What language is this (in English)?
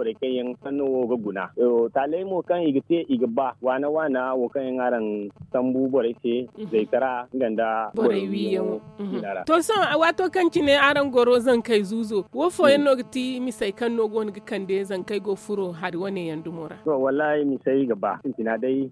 Zarma